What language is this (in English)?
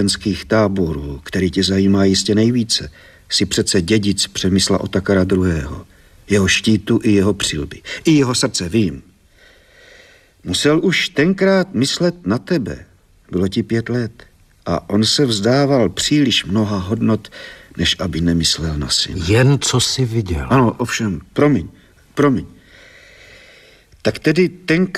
Czech